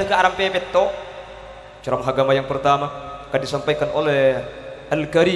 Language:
Madurese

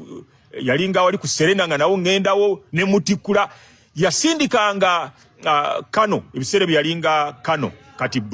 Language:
Ganda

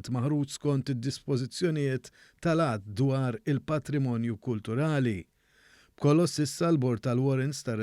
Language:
Maltese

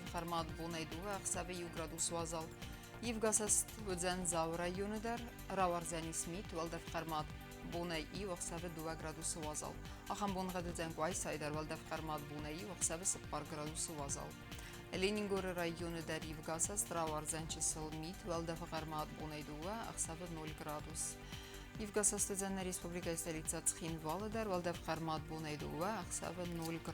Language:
Ossetic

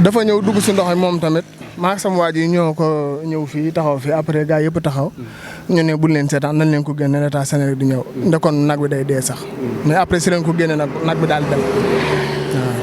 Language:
Wolof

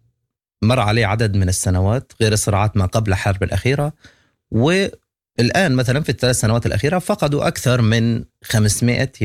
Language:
Sudanese Arabic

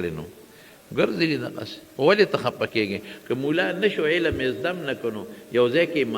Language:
Pashto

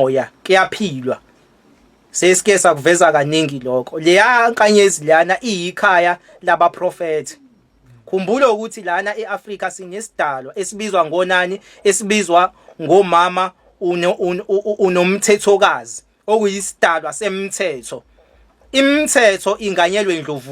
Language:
Zulu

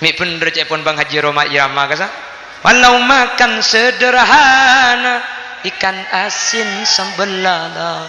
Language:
Madurese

